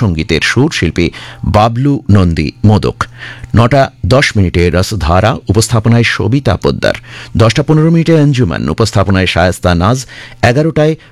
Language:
Bangla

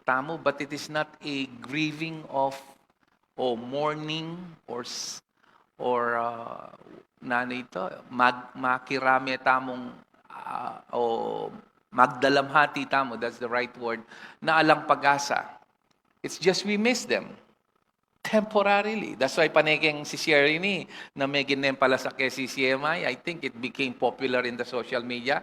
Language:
Pampanga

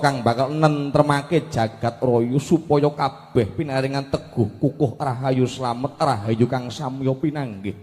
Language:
Javanese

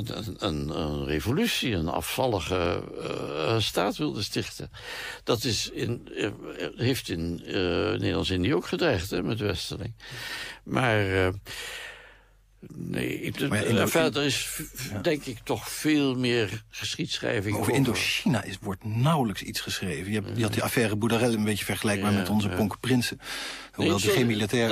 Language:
Dutch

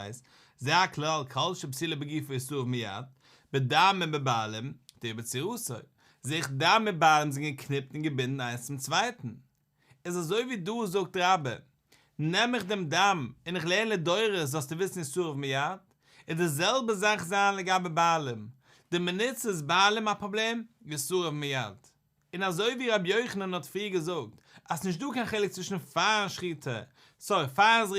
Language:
Yiddish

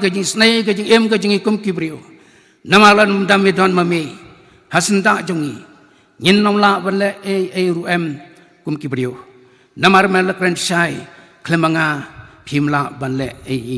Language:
Khasi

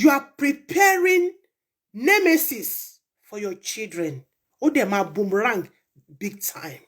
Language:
Yoruba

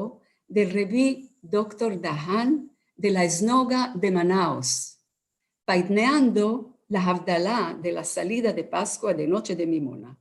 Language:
Ladino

